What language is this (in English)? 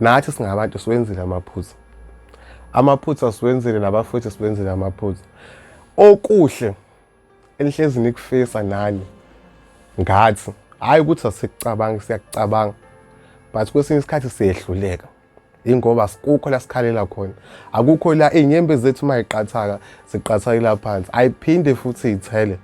Zulu